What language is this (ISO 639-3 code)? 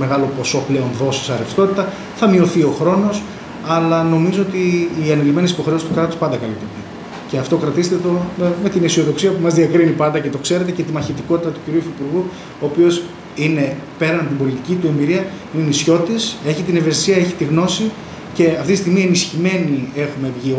ell